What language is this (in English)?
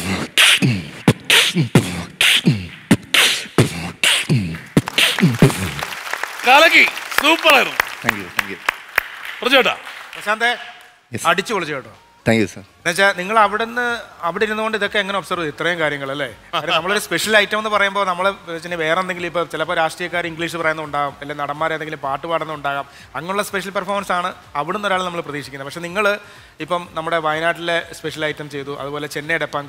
Malayalam